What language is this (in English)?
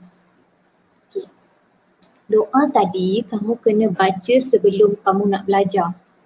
Malay